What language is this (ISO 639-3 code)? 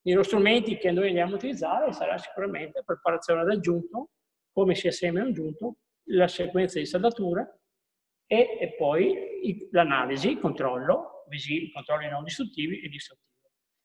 ita